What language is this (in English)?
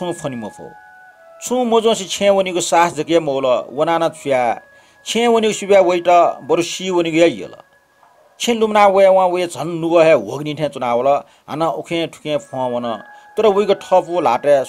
Newari